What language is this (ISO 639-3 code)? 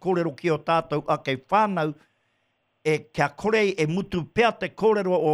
mri